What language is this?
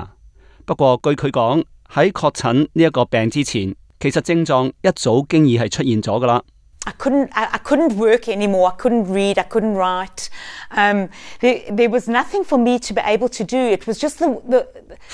Cantonese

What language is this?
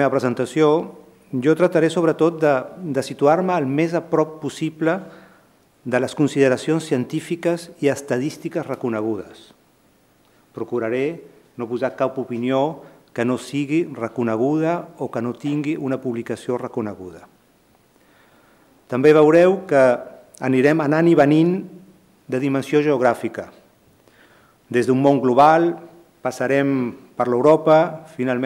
Catalan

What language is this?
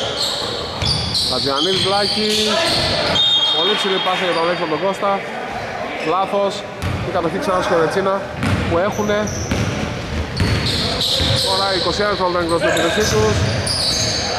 Greek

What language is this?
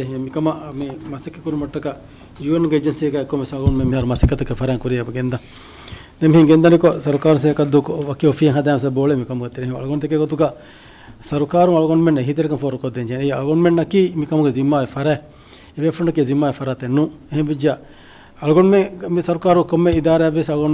Divehi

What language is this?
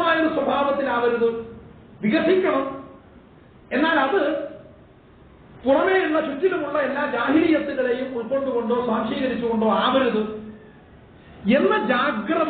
Malayalam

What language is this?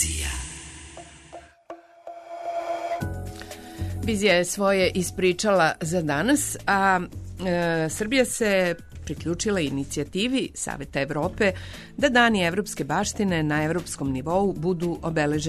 Serbian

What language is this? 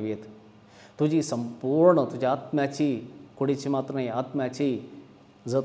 Konkani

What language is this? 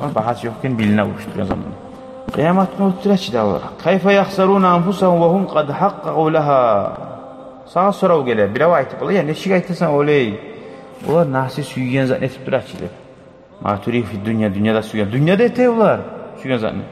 Kumyk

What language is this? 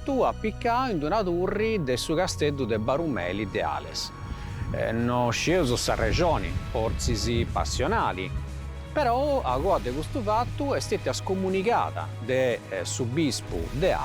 Sardinian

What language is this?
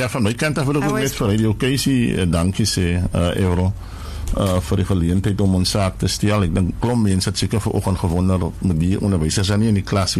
Afrikaans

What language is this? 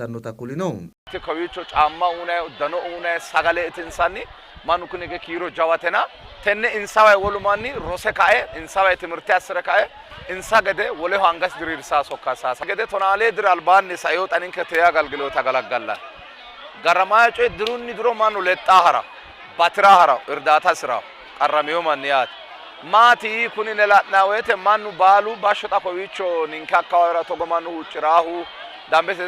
Sidamo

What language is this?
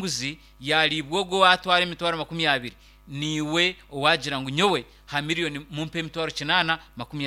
Nyankole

